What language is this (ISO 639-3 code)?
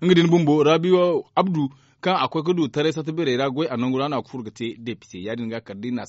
dje